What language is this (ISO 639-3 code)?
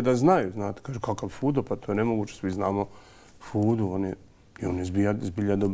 bos